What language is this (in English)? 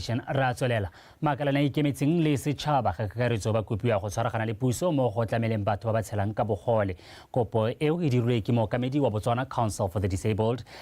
Tswana